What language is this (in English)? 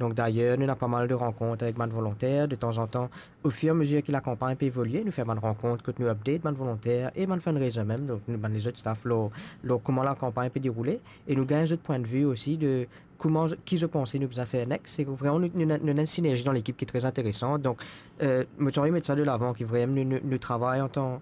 Morisyen